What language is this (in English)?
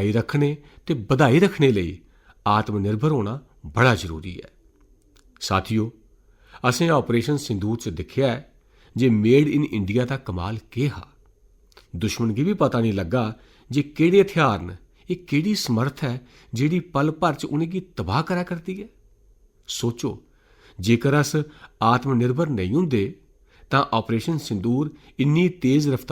Dogri